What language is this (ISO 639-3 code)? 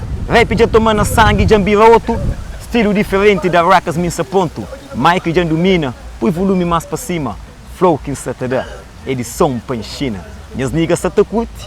kea